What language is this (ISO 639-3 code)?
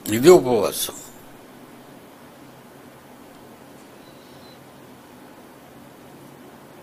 tel